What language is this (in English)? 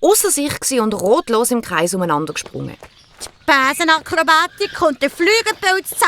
Swiss German